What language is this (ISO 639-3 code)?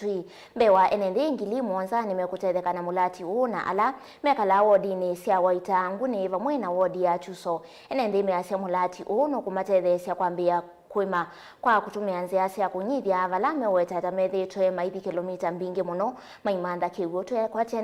kam